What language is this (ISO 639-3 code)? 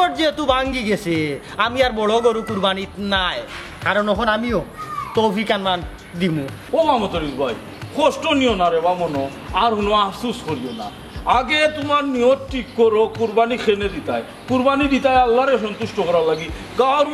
syl